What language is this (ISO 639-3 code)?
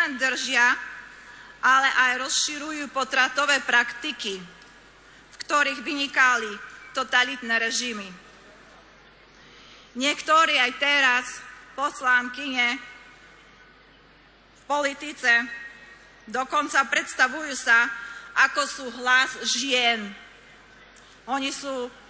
slk